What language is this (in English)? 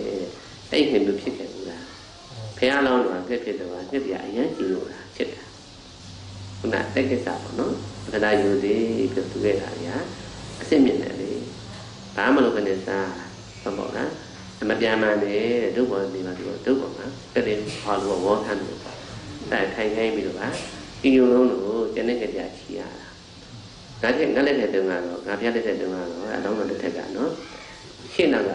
Burmese